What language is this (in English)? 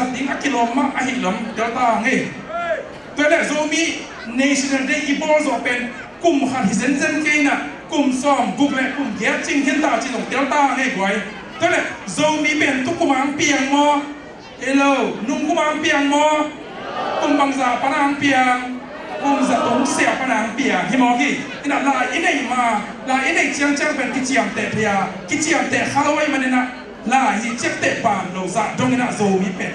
Tedim Chin